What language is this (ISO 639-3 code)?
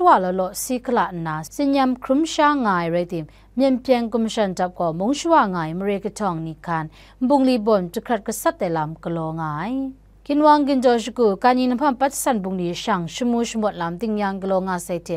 kac